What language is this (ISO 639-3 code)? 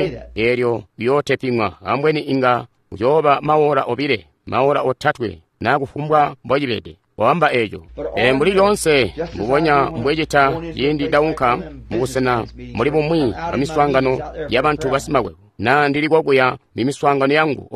toi